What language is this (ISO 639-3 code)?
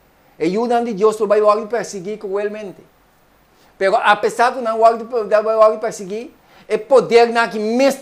pap